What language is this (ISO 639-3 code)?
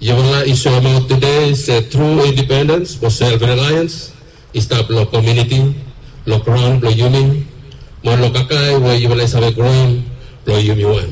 bis